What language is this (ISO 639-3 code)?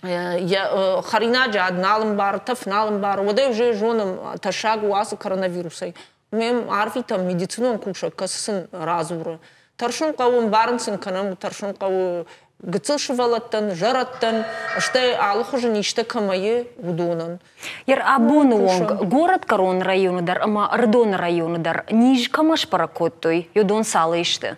oss